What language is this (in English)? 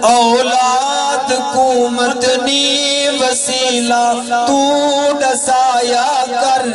Saraiki